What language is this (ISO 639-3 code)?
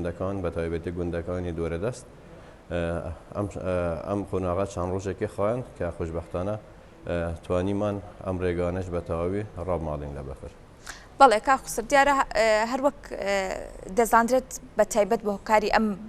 ckb